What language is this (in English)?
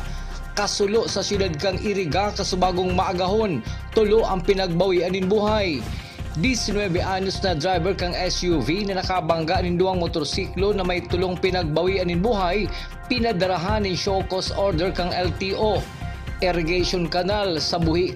Bikol